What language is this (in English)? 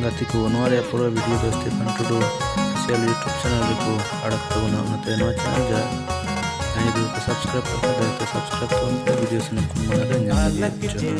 Santali